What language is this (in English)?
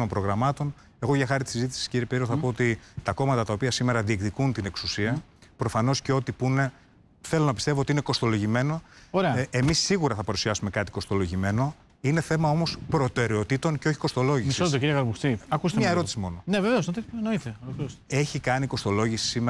Greek